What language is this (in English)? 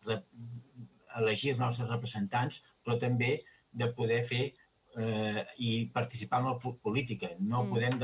Catalan